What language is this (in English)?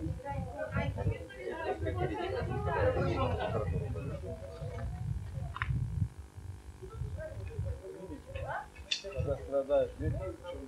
Russian